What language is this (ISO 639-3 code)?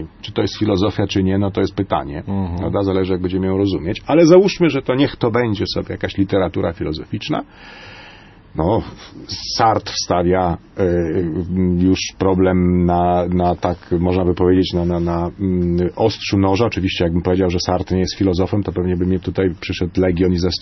pol